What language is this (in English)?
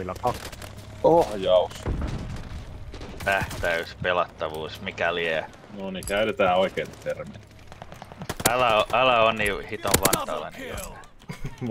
Finnish